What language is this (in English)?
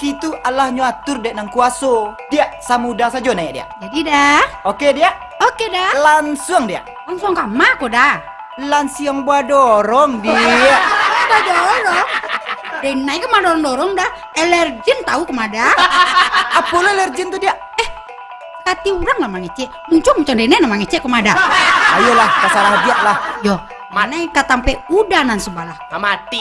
Minangkabau